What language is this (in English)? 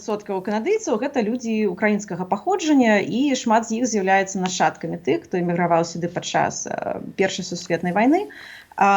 Belarusian